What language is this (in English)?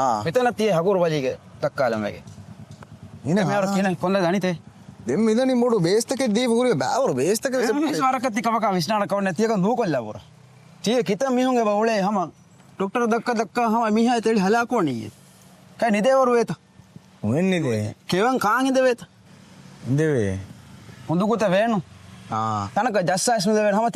Divehi